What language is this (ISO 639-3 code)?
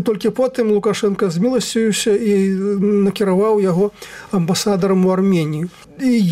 bel